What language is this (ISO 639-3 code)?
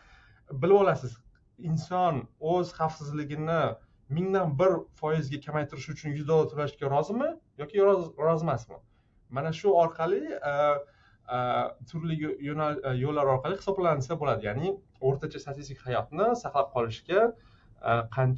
uzb